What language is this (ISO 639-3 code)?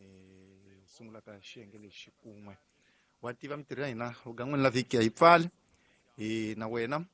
tso